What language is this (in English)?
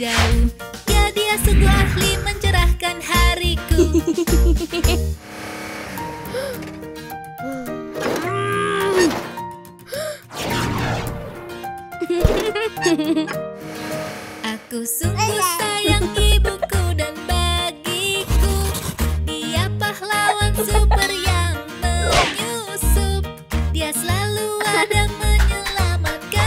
Indonesian